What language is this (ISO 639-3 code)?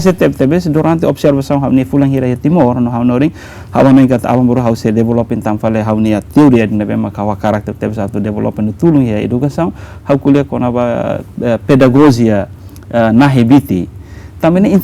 tet